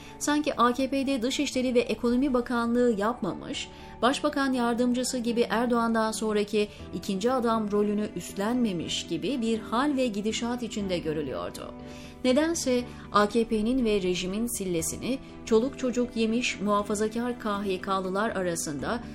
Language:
Turkish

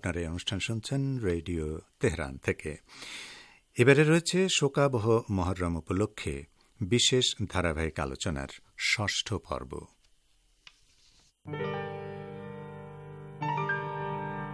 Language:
Bangla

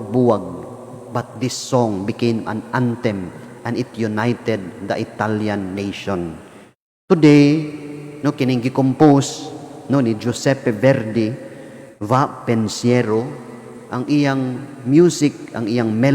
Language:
Cebuano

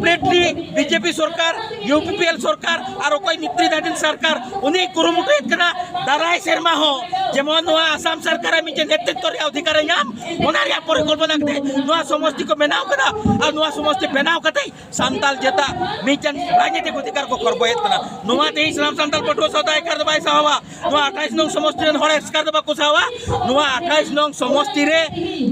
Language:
Santali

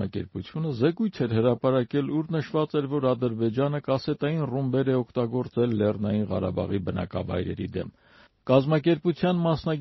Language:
Armenian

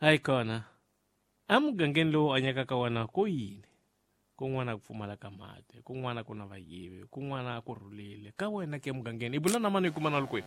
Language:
Tsonga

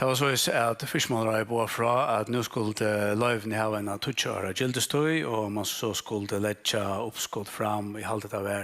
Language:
Faroese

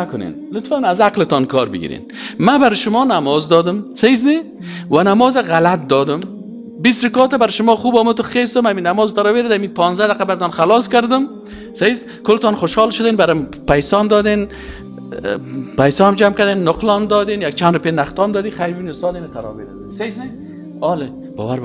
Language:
Tajik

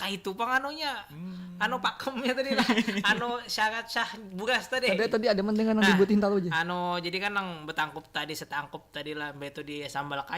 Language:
Banjar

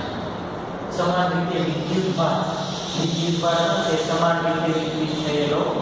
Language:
Gujarati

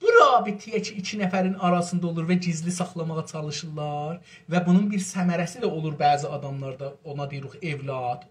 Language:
South Azerbaijani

